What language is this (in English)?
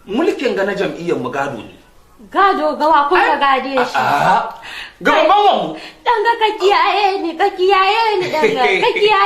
Hausa